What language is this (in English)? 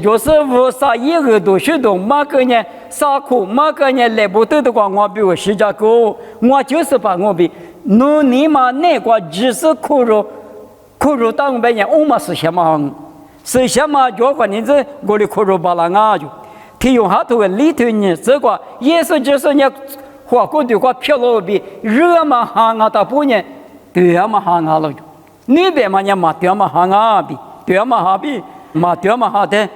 Lisu